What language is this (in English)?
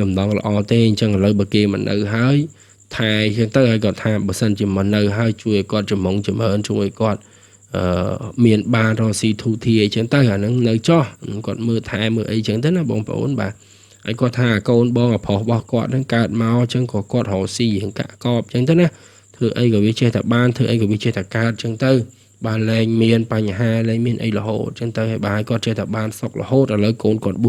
Khmer